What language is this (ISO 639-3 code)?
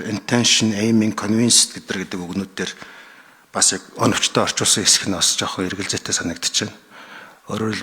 mon